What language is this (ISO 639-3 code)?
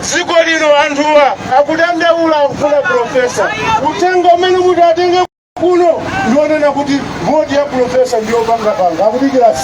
nya